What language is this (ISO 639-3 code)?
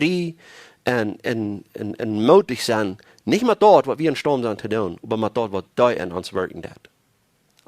pdt